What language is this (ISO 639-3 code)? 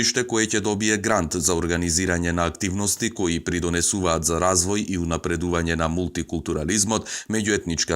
mkd